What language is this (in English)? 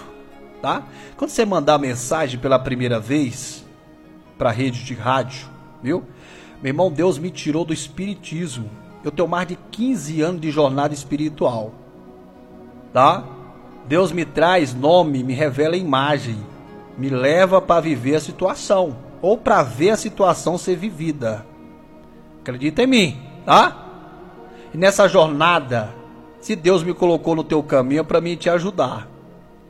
Portuguese